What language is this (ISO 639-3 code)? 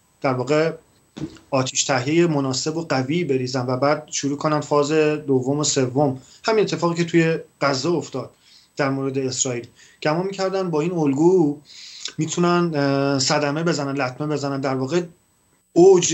fas